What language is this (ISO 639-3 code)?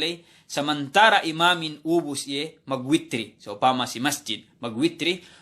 yka